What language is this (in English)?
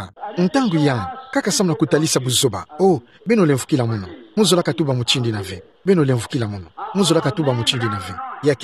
Kituba (Democratic Republic of Congo)